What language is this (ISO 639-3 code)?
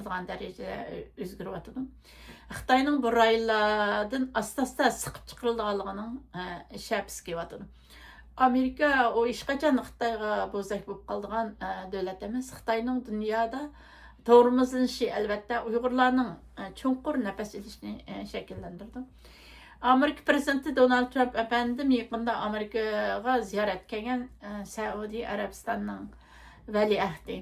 uig